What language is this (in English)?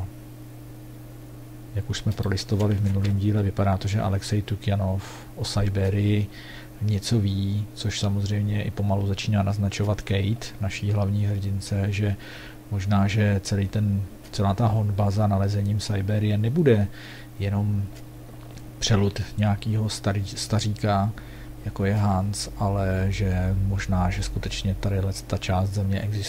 Czech